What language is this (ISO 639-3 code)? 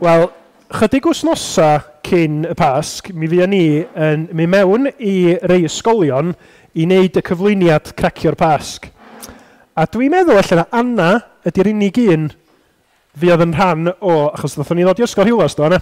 cym